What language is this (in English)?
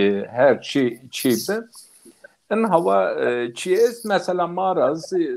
Zaza